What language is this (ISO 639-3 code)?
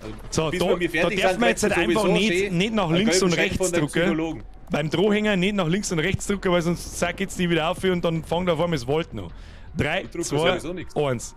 bar